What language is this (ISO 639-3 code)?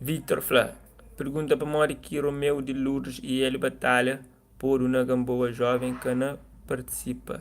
kea